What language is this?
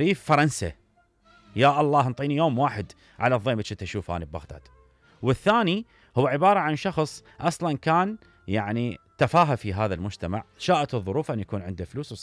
Mesopotamian Arabic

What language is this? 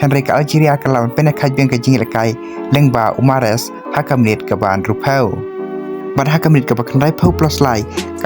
Khasi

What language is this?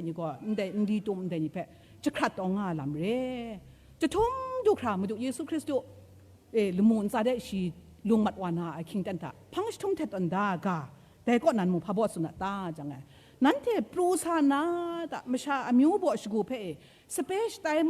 Kachin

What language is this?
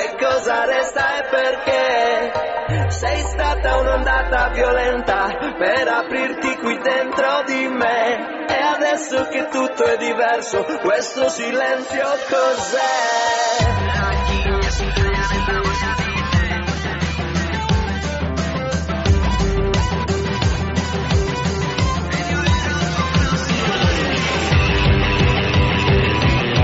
Italian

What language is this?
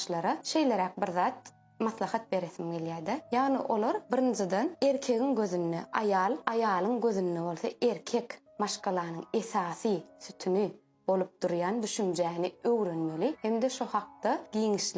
Turkmen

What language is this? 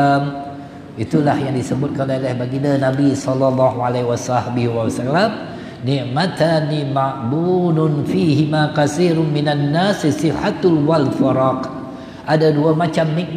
Malay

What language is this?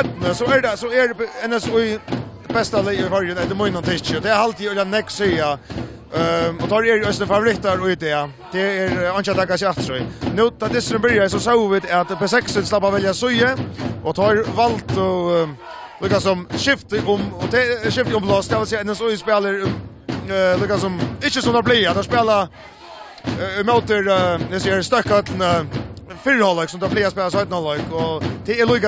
Faroese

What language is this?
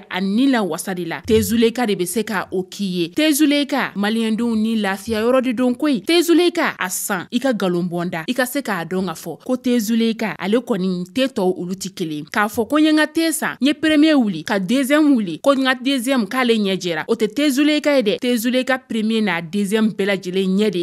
Bambara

